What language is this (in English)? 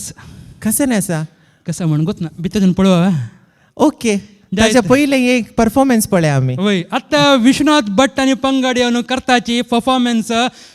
Konkani